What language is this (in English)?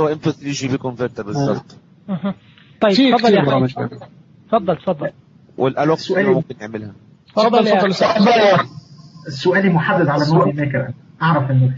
Najdi Arabic